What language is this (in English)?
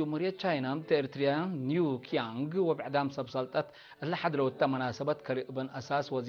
Tigre